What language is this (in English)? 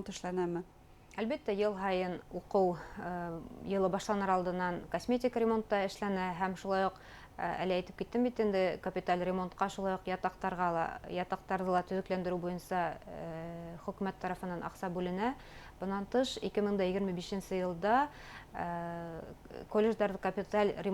Bashkir